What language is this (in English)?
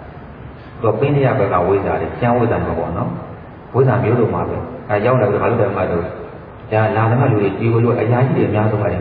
Burmese